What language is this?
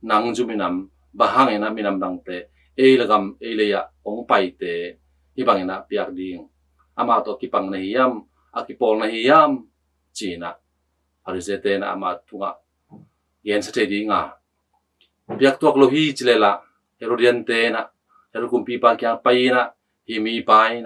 Tedim Chin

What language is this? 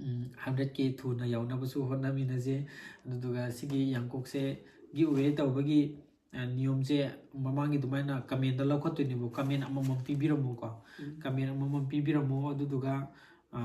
Manipuri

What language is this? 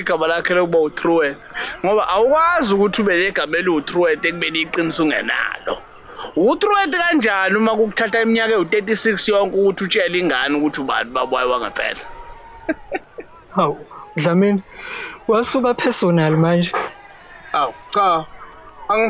Zulu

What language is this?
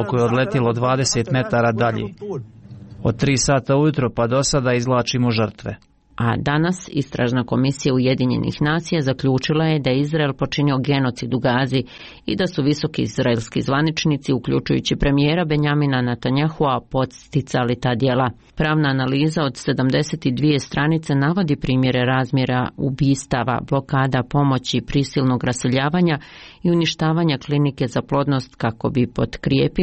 Serbian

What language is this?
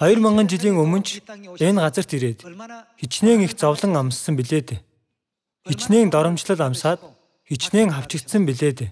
Mongolian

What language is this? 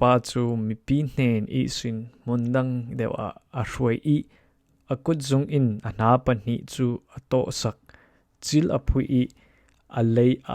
Falam Chin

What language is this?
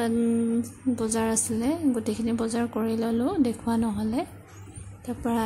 Assamese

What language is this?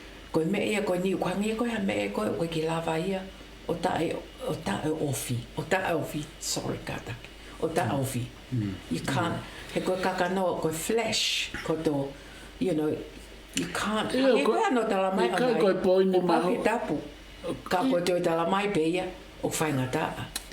Tongan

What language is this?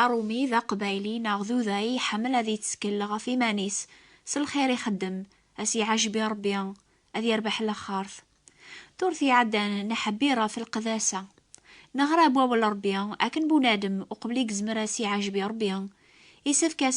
Kabyle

